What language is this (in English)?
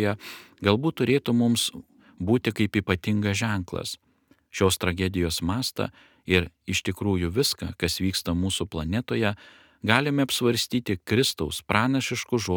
Lithuanian